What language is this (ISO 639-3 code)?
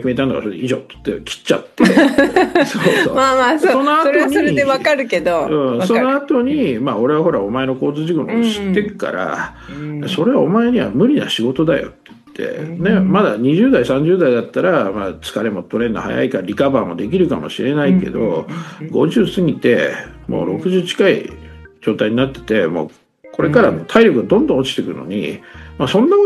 jpn